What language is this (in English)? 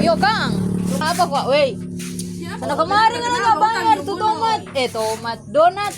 Manado Malay